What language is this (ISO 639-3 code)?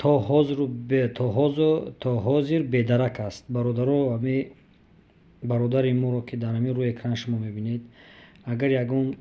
tgk